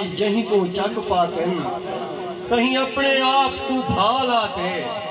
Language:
Saraiki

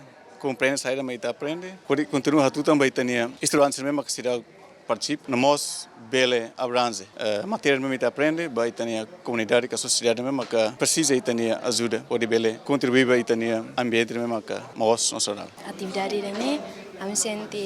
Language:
Tetum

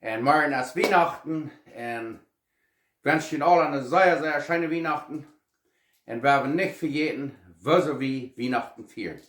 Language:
Plautdietsch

